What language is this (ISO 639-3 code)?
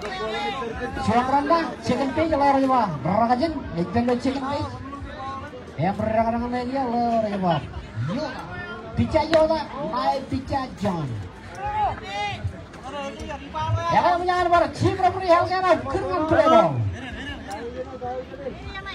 mah